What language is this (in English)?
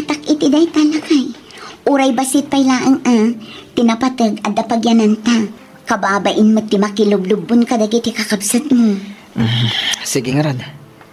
Iloko